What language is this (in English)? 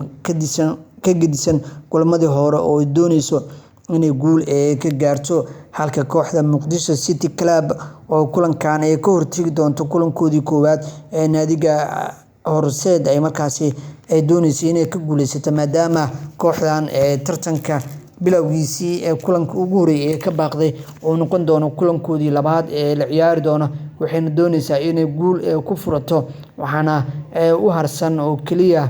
Somali